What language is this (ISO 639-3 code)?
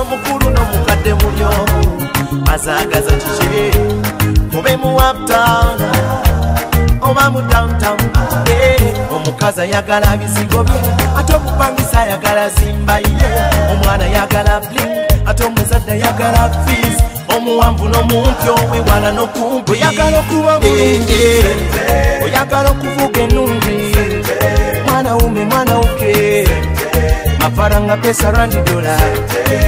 lug